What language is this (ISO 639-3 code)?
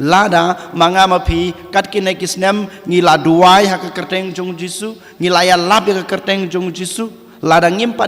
kha